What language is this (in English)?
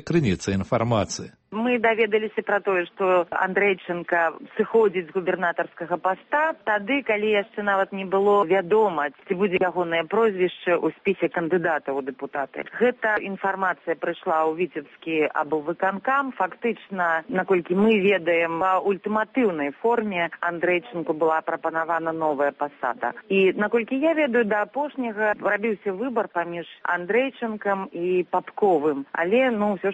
Belarusian